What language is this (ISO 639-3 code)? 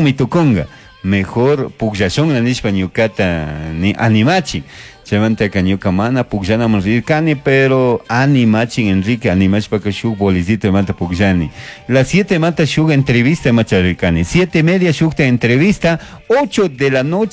qug